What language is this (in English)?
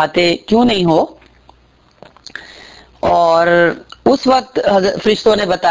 Urdu